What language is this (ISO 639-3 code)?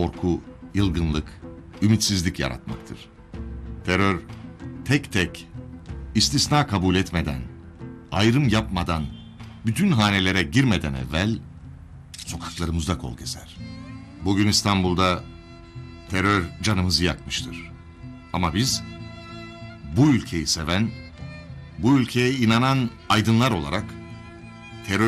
tur